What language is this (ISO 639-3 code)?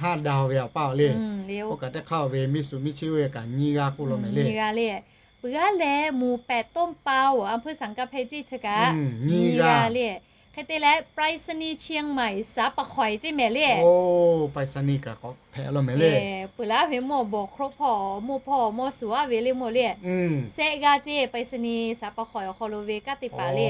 lhu